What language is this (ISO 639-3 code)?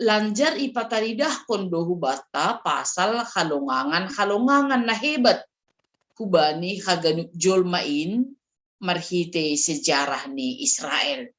bts